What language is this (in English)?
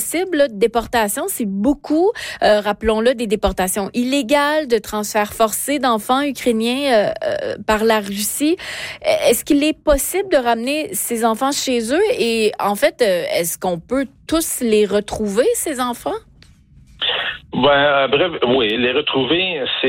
French